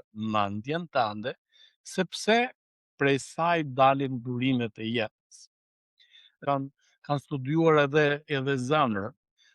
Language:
Albanian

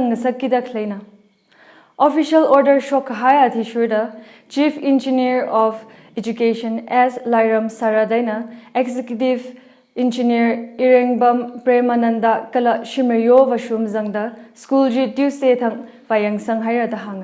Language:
Tangkhul Naga (India)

